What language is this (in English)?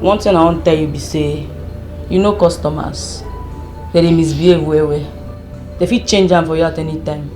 Nigerian Pidgin